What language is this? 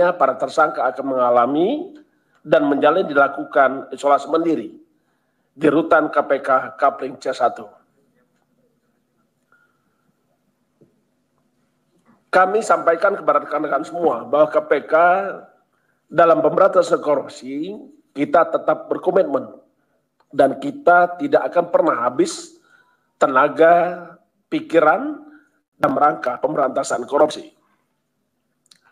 Indonesian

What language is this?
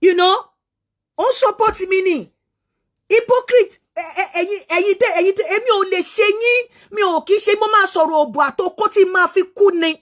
Yoruba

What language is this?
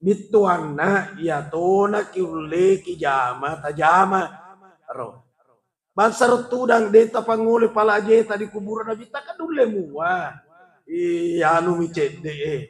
Buginese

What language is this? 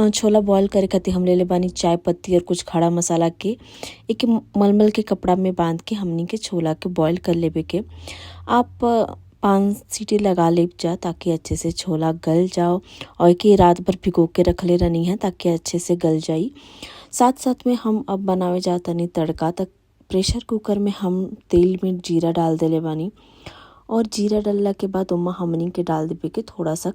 Bhojpuri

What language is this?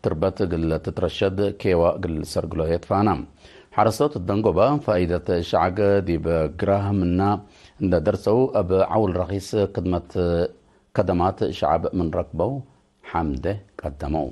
Tigre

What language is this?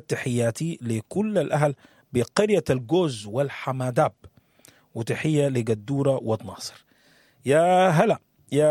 Sudanese Arabic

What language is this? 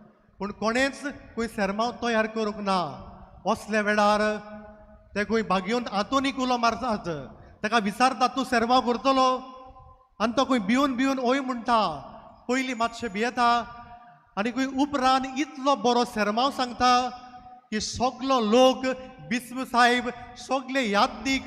Konkani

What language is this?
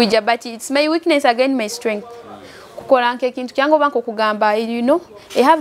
Nyoro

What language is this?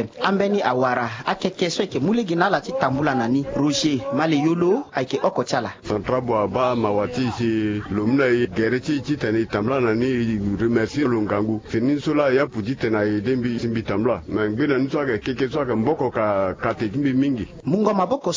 Sango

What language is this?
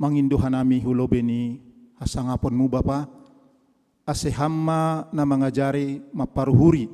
Batak Simalungun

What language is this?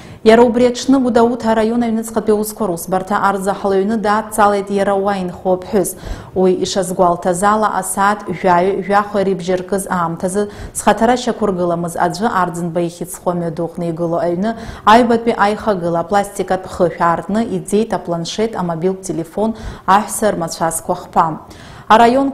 Abkhazian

